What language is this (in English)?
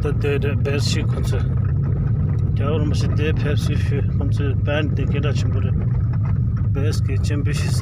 Tibetan